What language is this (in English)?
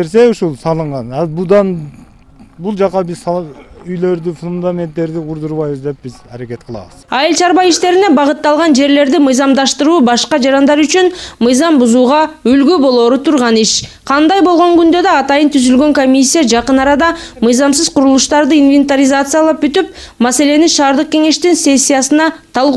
Kyrgyz